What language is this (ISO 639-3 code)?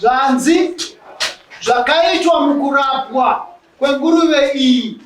sna